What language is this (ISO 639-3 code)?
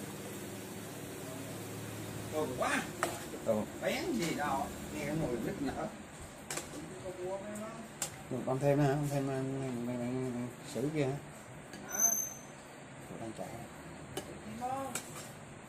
vie